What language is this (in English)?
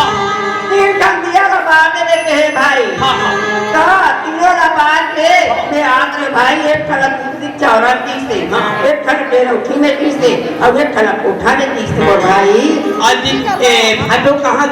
Chhattisgarhi